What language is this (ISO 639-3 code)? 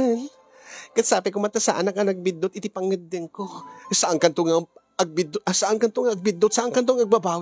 ilo